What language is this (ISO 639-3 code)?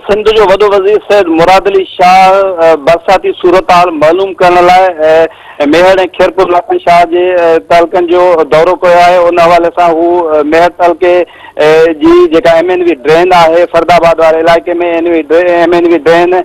snd